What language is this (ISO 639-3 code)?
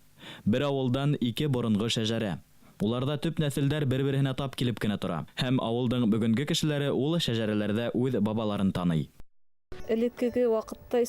bak